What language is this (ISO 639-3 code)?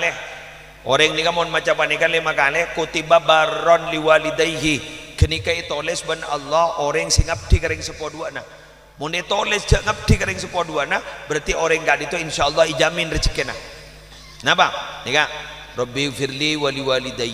mad